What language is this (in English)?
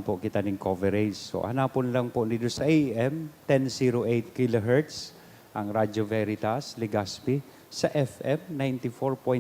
Bikol